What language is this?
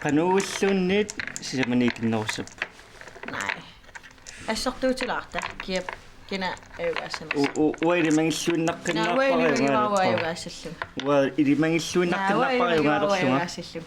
Kalaallisut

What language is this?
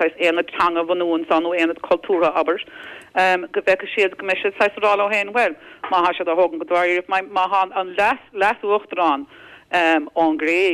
Irish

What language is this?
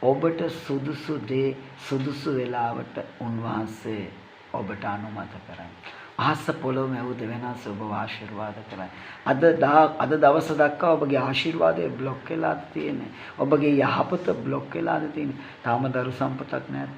Sinhala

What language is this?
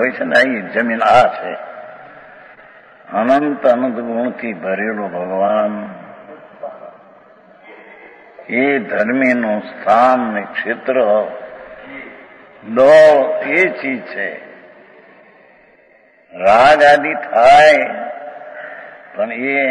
Gujarati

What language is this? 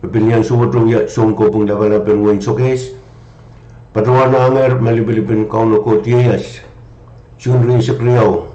Pohnpeian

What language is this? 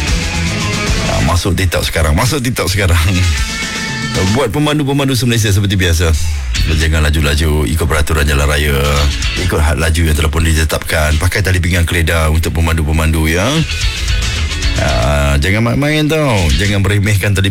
Malay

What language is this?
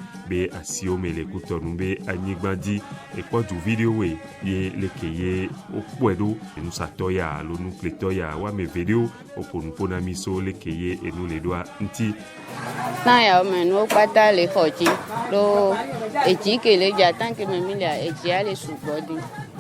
Ewe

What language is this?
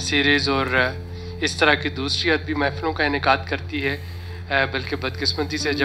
Urdu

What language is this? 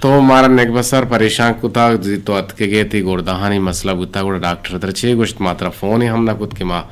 Eastern Balochi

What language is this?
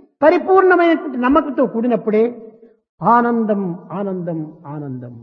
Telugu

